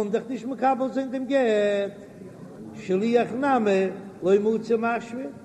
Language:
Yiddish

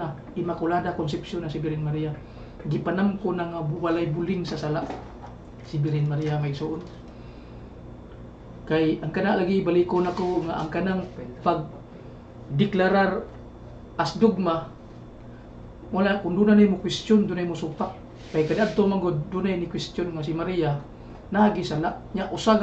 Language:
Cebuano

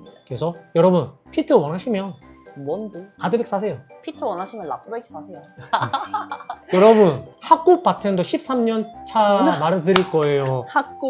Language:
Korean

